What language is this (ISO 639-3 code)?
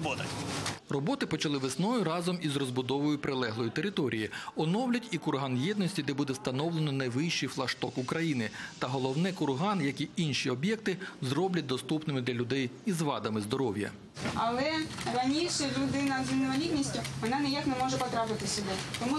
ukr